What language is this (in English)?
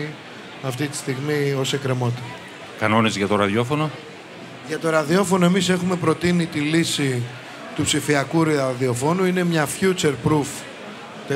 Greek